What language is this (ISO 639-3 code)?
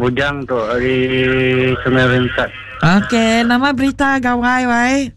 iba